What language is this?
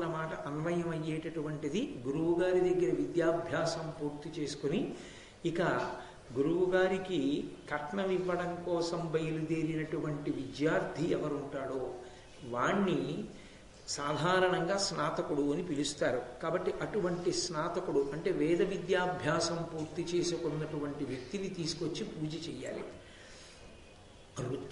Telugu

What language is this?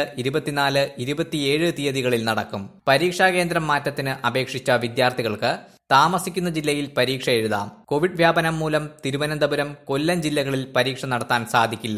Malayalam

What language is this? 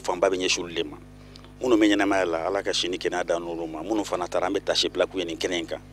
Bambara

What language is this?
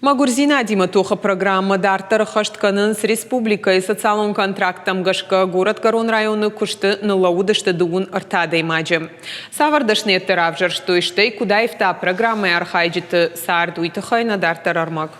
Ossetic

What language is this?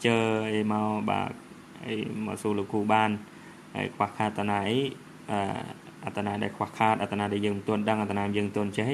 Khmer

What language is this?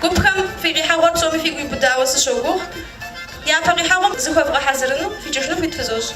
Kabardian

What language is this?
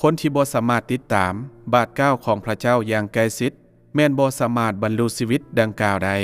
Lao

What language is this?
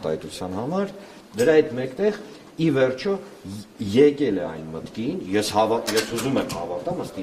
Armenian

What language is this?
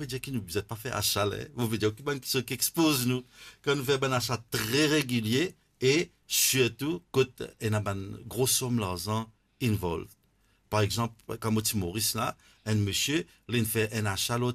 Morisyen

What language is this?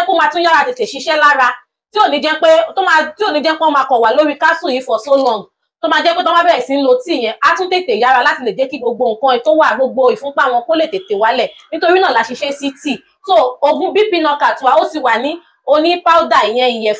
Yoruba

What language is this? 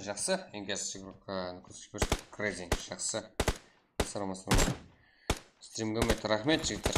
Kara-Kalpak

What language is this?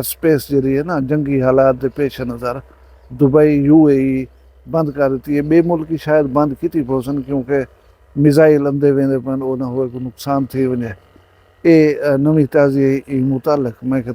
Saraiki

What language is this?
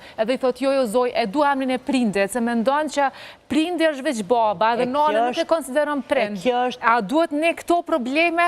Albanian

